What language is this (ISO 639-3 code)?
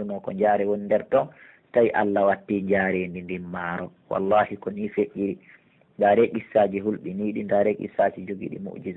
fuf